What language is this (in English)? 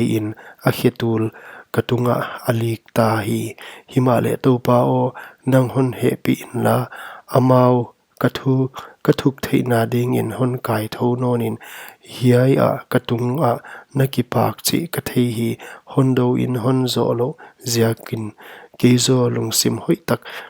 Paite Chin